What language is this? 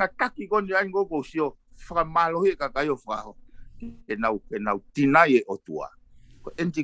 Tongan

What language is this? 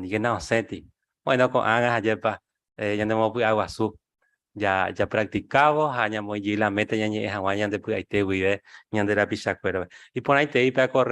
Guarani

